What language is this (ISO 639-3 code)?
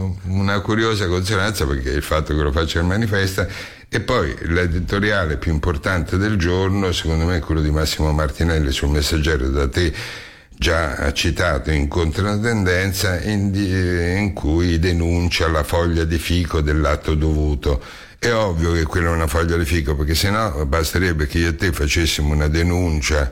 ita